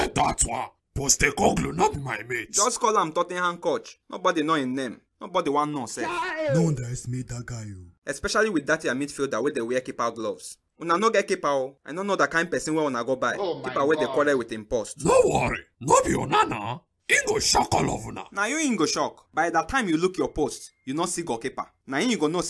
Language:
Nigerian Pidgin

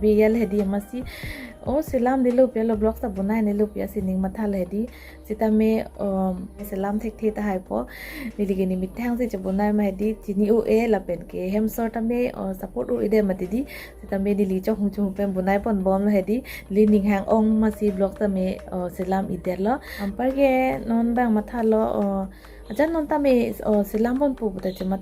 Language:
Karbi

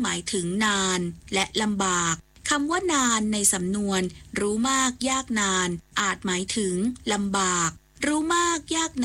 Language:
Thai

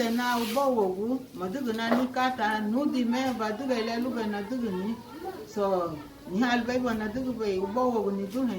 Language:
Garifuna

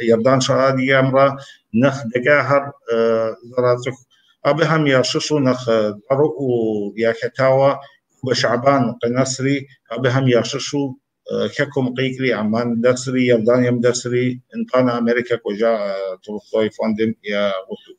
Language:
Kabardian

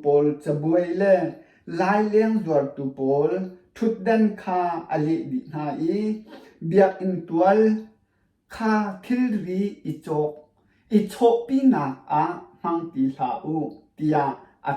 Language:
Hakha Chin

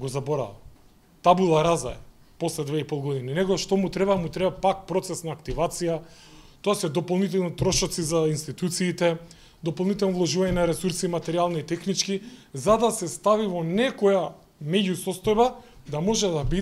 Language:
Macedonian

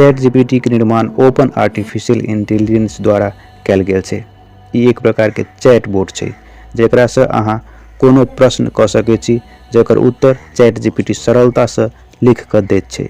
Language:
Maithili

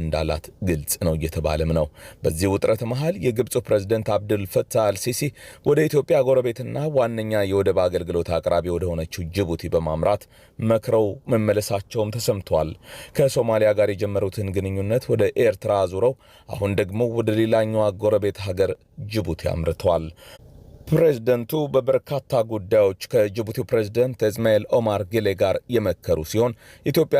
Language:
Amharic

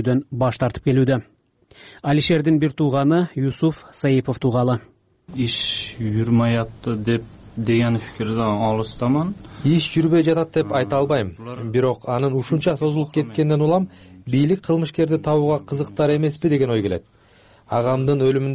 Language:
Kyrgyz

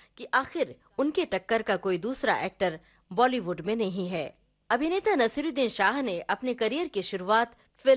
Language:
Hindi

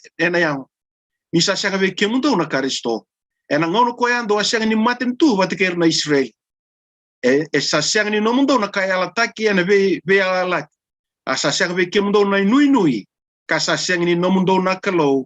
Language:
Fijian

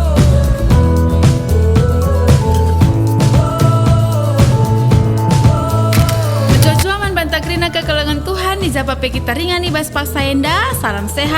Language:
Batak Karo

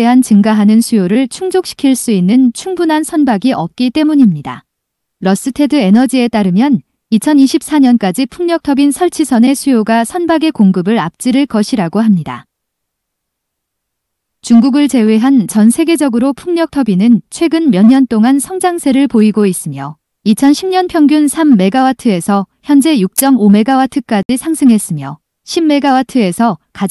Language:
Korean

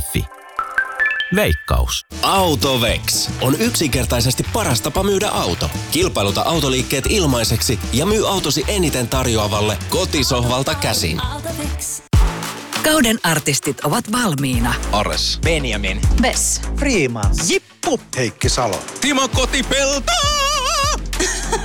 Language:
Finnish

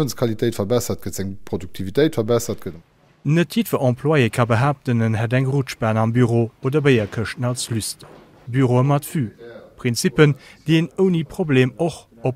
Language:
Luxembourgish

